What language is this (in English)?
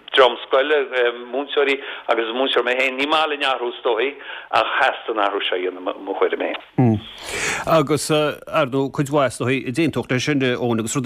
Irish